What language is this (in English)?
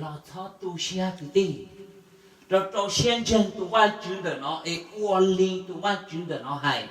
Hmong